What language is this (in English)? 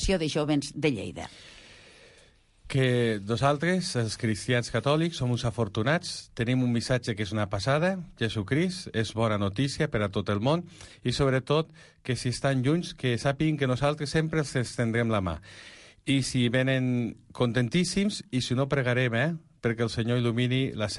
Catalan